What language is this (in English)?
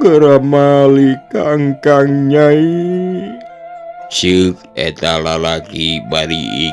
Sundanese